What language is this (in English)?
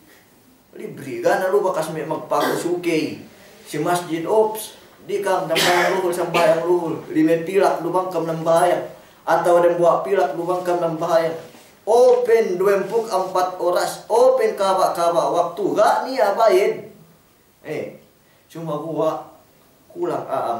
Yakan